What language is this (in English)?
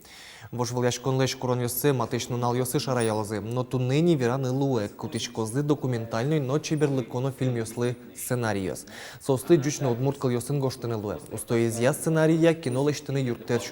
Udmurt